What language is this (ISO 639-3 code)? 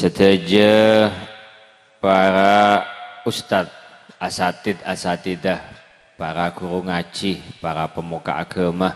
mad